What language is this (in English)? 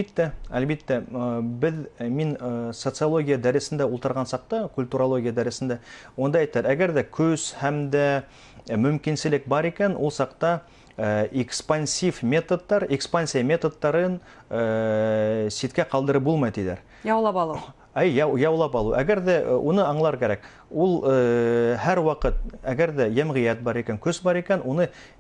Bashkir